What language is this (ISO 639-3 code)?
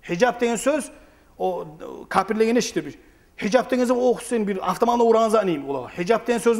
kum